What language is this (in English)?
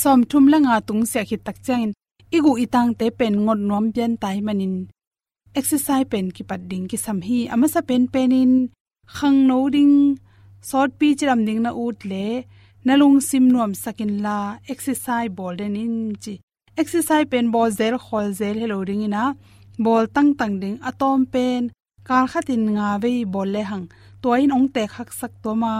Tedim Chin